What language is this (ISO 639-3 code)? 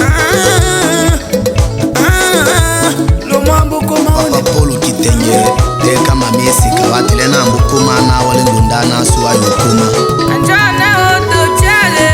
tll